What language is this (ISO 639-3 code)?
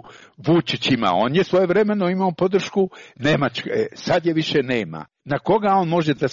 srp